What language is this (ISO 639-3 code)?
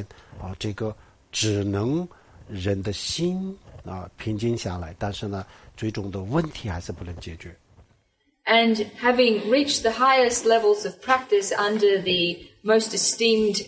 zho